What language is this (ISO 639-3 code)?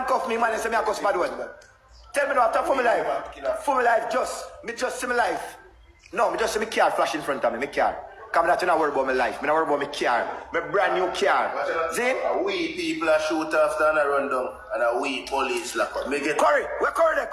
jam